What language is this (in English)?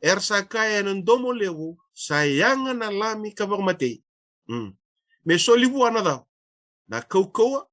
Fijian